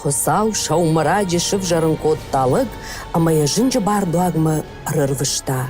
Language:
Ossetic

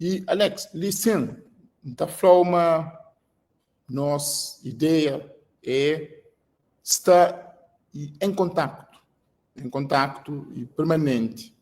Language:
Kabuverdianu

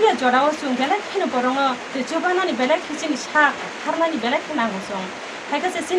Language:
Kok Borok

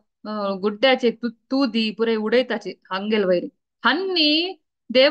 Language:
Konkani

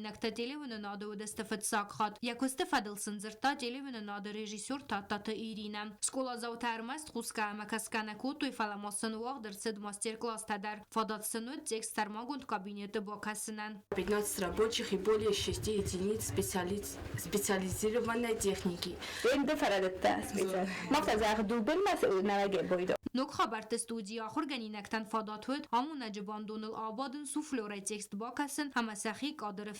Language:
Ossetic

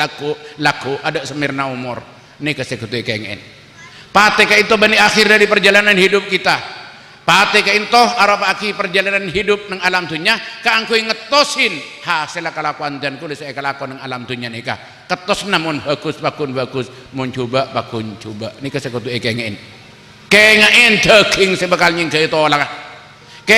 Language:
Madurese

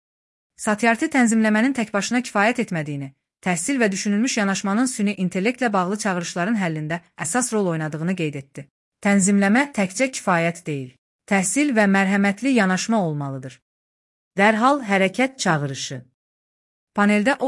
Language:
Azerbaijani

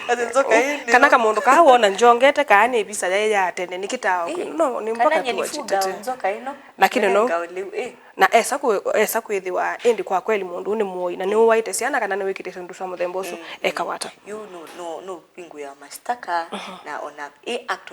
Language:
Kamba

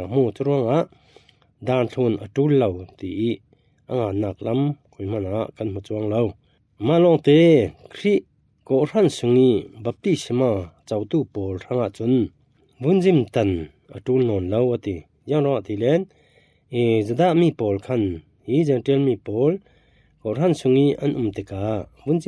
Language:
Falam Chin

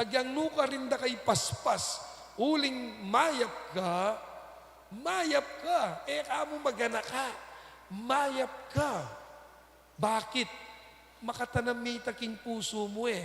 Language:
Pampanga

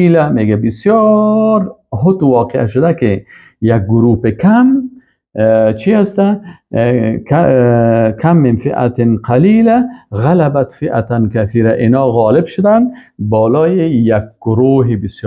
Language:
Persian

